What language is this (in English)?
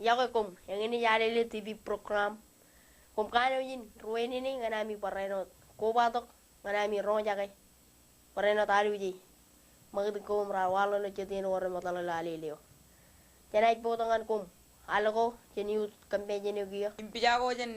Marshallese